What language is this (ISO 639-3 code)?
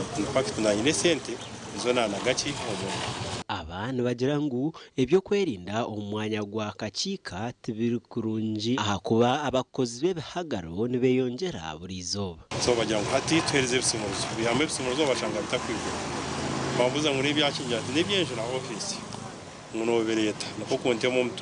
nyn